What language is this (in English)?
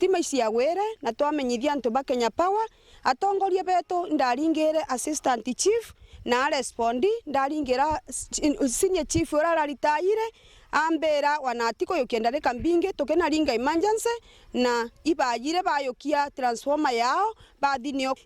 Meru